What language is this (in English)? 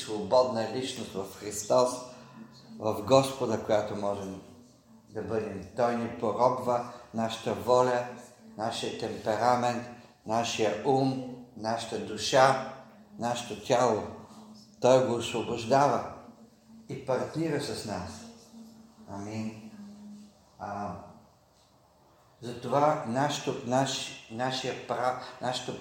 Bulgarian